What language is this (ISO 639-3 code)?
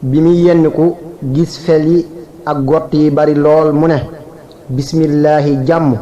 wol